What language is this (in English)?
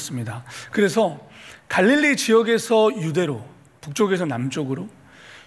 Korean